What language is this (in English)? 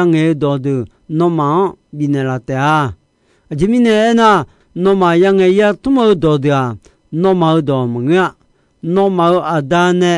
Akha